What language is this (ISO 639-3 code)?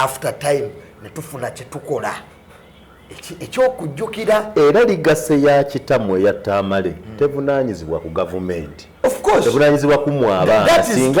lug